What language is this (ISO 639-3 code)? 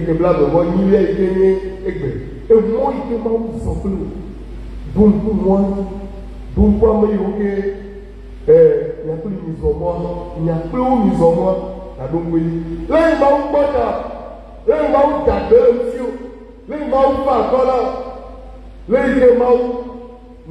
ewe